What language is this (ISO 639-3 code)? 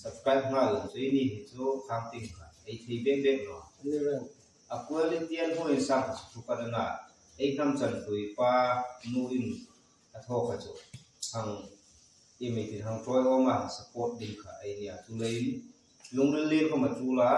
hmr